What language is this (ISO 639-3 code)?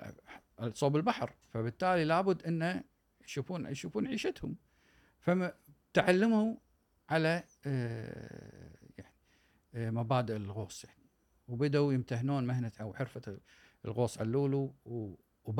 afb